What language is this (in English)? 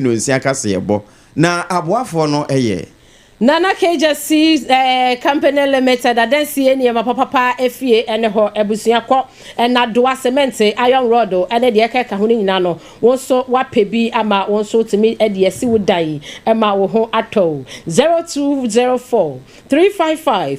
Akan